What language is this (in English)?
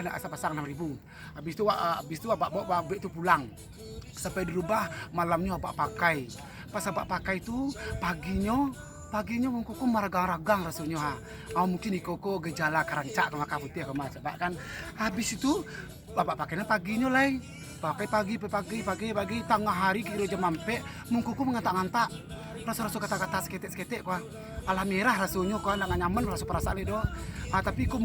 Minangkabau